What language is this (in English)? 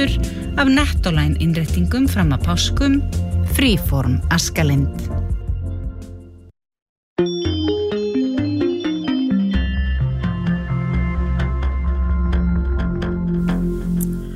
Icelandic